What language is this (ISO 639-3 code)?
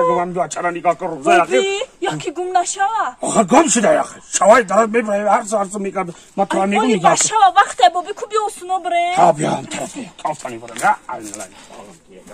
tgk